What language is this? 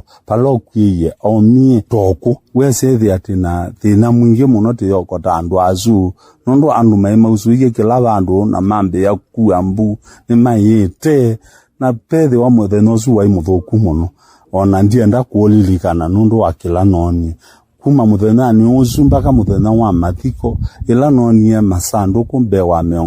Kamba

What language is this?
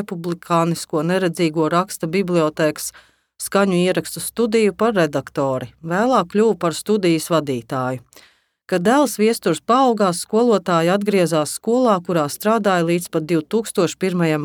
Latvian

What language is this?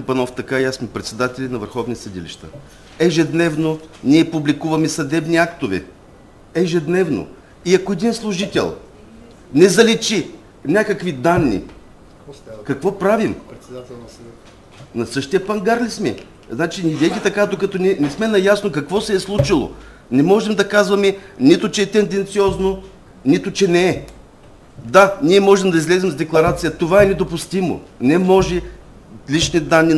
Bulgarian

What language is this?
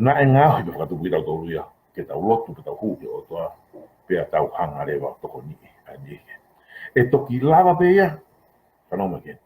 Tongan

